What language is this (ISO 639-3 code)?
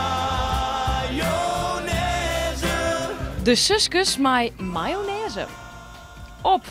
fry